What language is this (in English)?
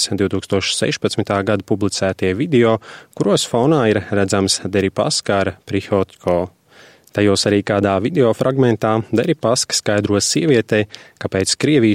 Latvian